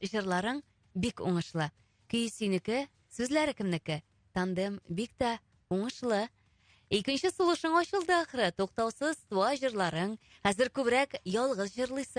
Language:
Tatar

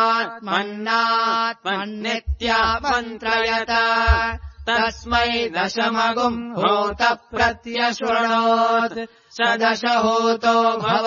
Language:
Sanskrit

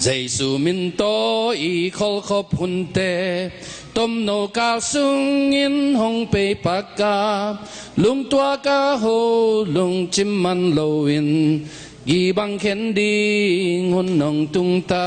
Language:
Tedim Chin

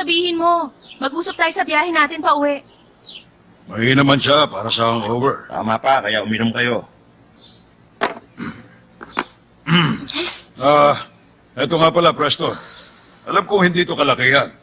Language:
Filipino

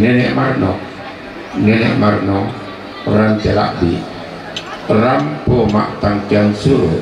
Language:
Toraja-Sa'dan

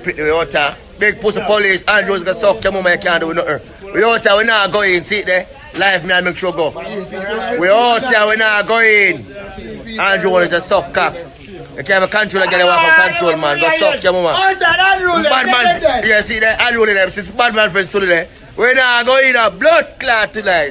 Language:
Jamaican Creole English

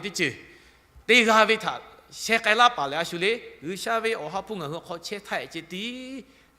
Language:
Lahu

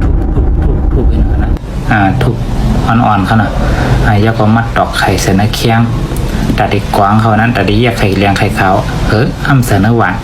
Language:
Shan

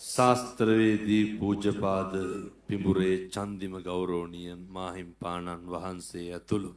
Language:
Sinhala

